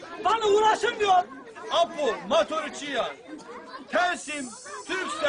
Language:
Zaza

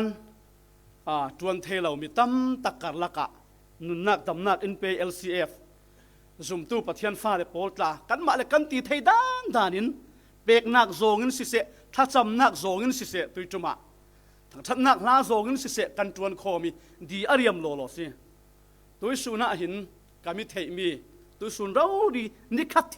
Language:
Falam Chin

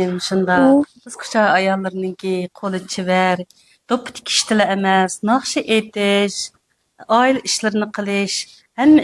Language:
Uyghur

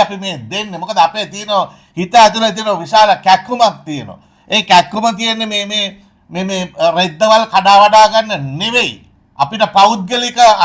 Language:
Sinhala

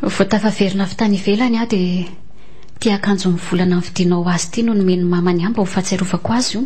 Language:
Malagasy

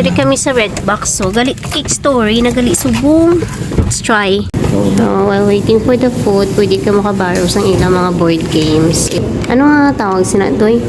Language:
Hiligaynon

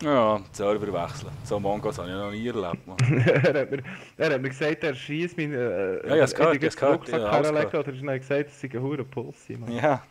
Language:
Swiss German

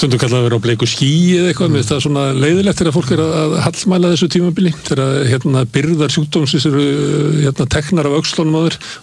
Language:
Icelandic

